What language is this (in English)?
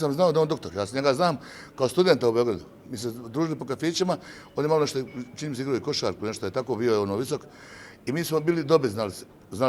Bosnian